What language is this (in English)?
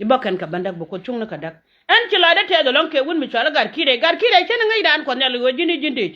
Nuer